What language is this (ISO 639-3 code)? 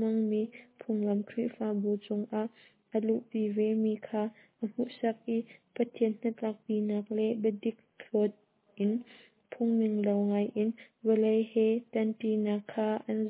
cnh